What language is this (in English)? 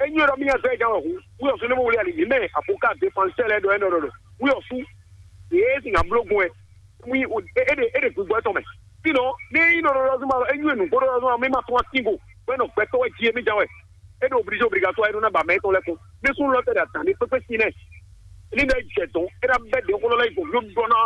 Fon